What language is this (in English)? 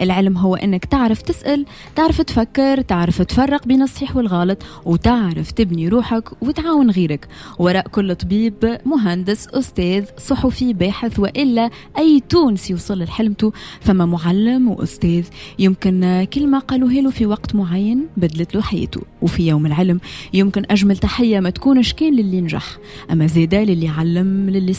Tunisian Arabic